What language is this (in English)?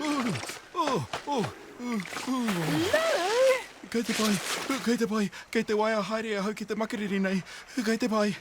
Māori